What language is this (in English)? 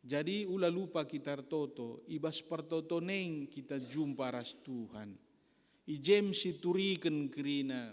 Batak Karo